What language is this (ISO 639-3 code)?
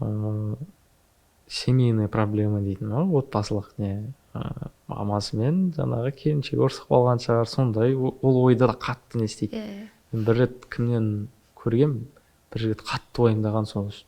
kaz